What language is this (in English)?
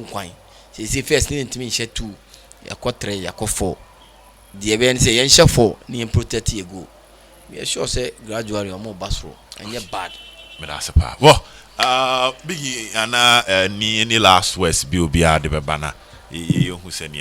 Akan